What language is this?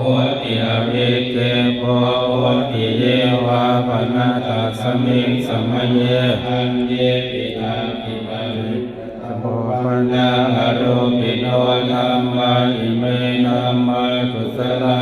Pali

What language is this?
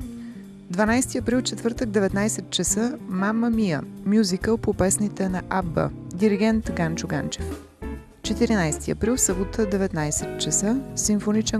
Bulgarian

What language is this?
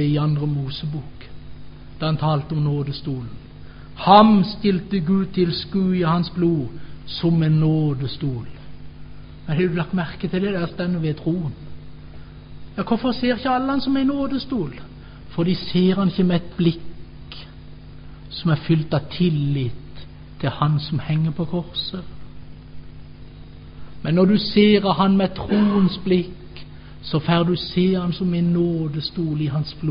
Norwegian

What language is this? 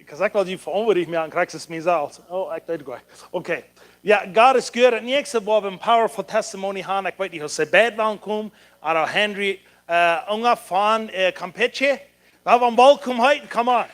Plautdietsch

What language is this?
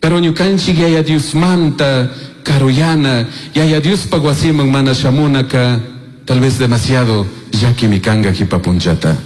Chimborazo Highland Quichua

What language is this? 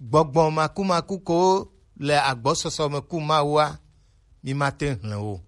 Gen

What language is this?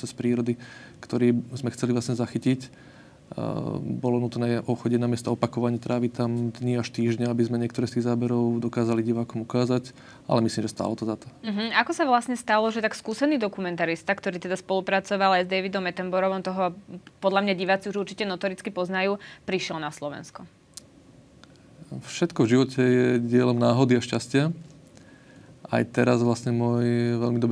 Slovak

